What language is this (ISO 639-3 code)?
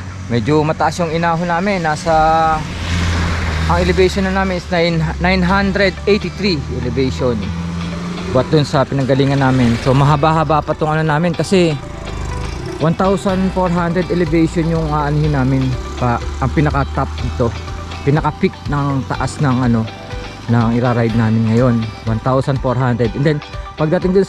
fil